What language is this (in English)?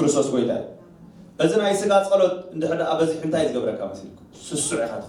Tigrinya